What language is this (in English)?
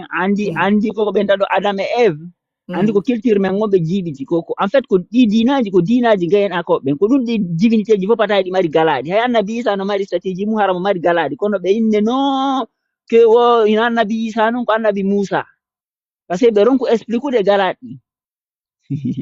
Fula